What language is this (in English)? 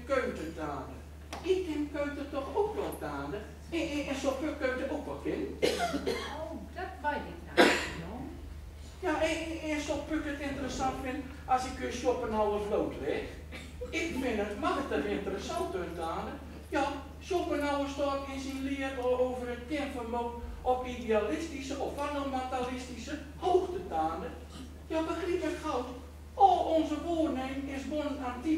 Gronings